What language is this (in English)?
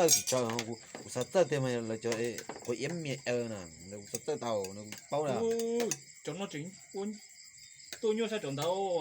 Hmong